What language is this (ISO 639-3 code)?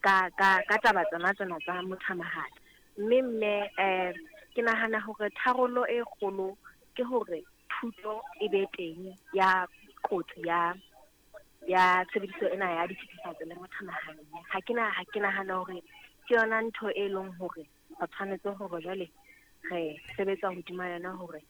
sot